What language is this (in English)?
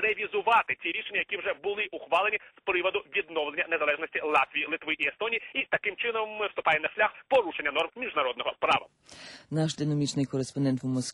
Ukrainian